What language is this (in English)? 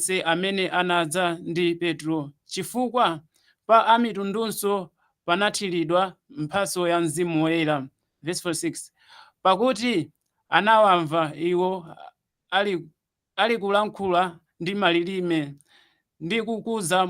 Nyanja